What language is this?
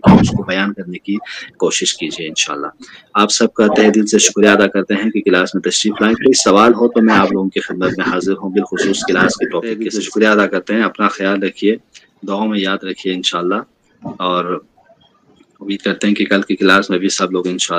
Urdu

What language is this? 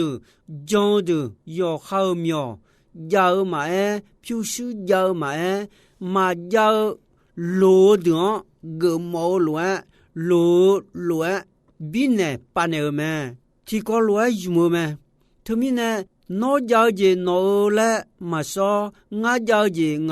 Akha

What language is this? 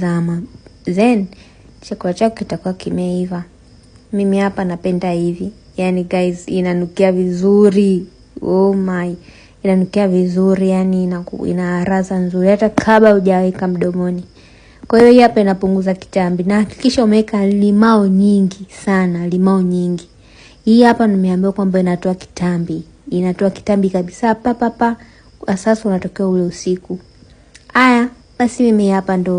Swahili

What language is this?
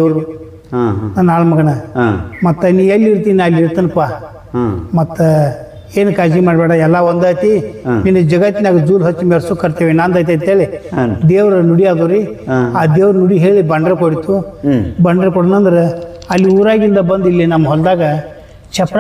Kannada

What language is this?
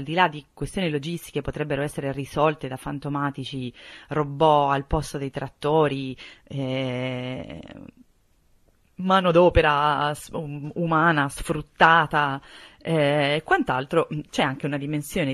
Italian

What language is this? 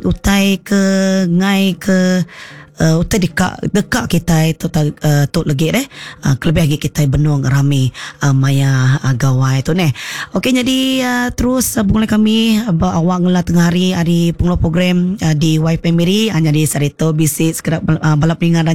Iban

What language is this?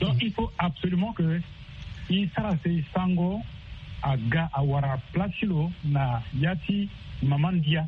Sango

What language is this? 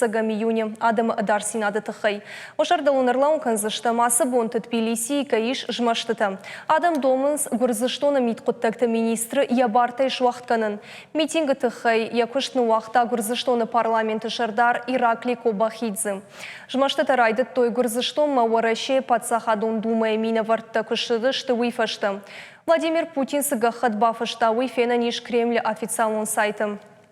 Ossetic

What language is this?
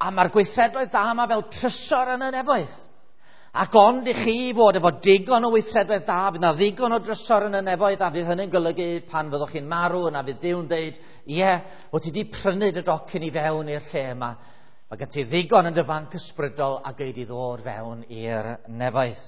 Welsh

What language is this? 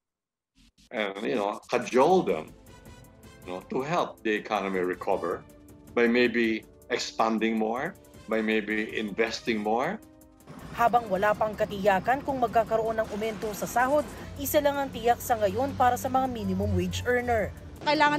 Filipino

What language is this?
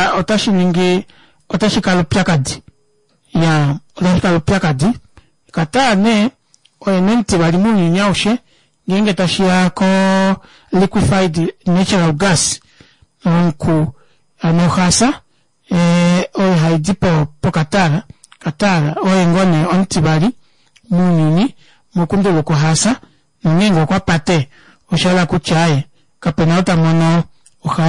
Kuanyama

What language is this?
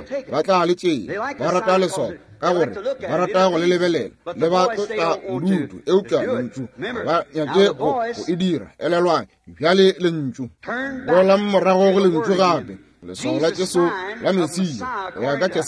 Northern Sotho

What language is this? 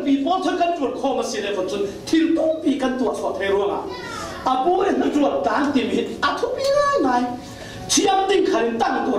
Falam Chin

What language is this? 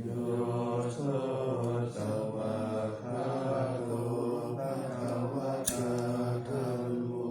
Pali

